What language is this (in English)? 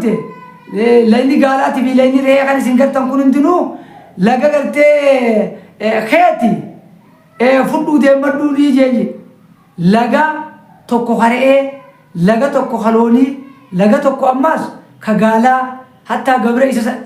Oromo